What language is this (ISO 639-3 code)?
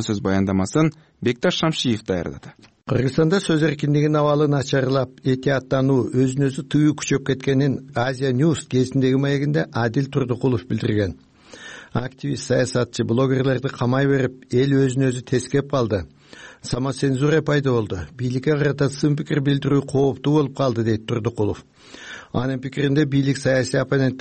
kir